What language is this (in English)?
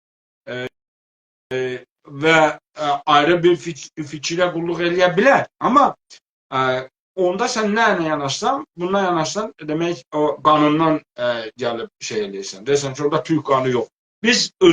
South Azerbaijani